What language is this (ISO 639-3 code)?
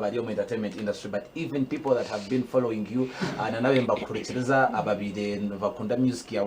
nyn